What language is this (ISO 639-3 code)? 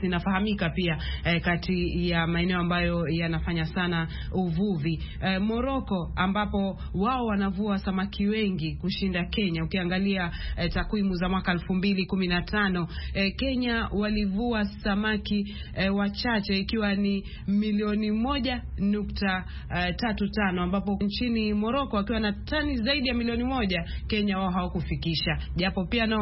swa